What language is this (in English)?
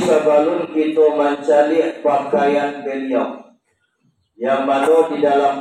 Minangkabau